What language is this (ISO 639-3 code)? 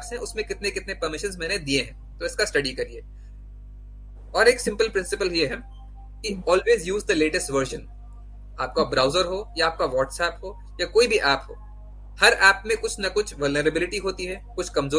hin